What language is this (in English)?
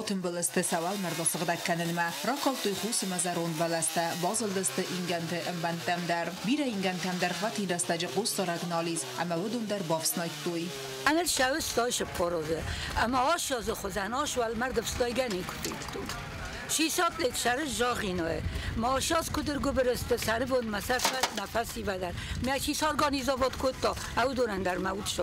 Ossetic